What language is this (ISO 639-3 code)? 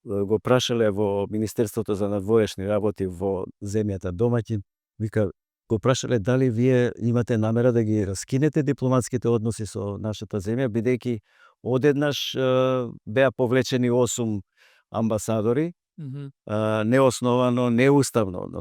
mkd